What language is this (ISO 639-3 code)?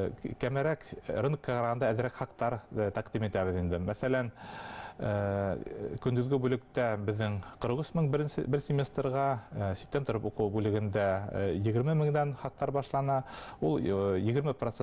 bak